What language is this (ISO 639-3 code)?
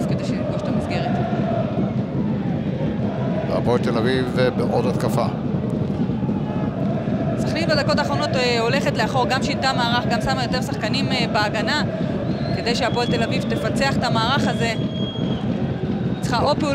heb